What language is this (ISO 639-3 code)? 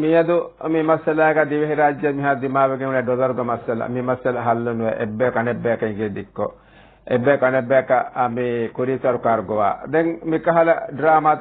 div